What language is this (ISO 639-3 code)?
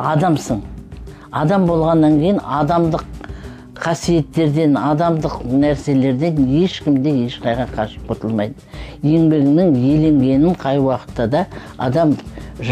kaz